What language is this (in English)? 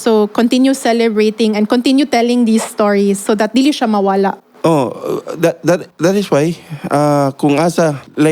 Cebuano